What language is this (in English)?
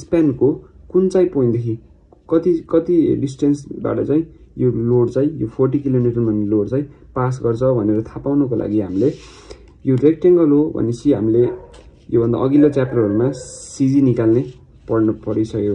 Nepali